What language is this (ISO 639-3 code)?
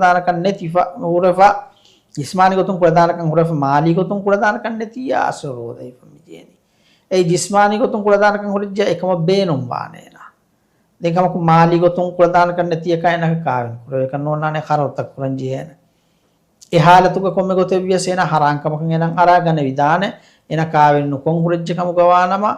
div